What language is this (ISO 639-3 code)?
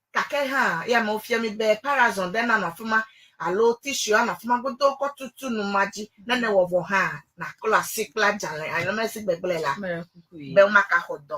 ewe